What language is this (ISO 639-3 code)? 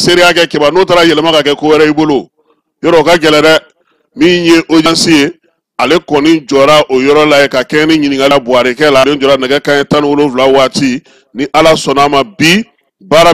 bam